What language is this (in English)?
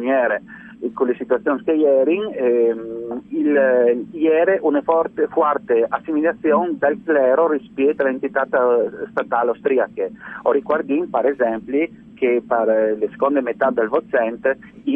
Friulian